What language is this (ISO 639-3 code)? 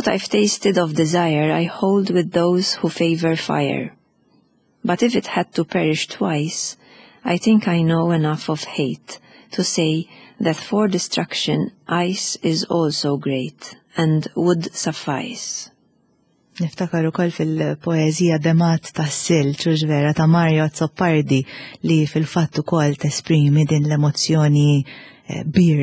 mlt